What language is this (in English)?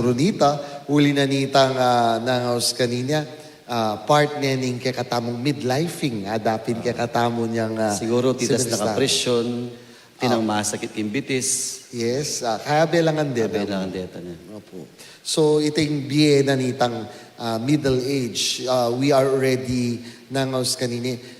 Pampanga